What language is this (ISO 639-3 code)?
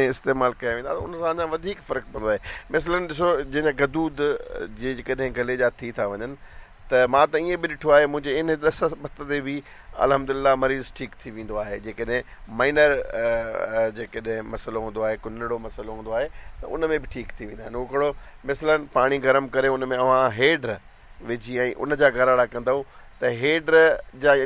snd